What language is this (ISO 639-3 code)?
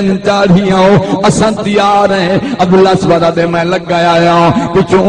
skr